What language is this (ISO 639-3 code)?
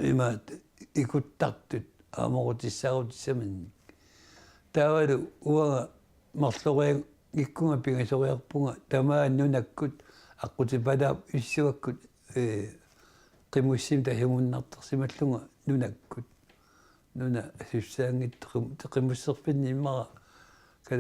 kal